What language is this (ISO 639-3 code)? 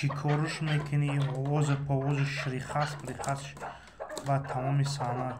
tgk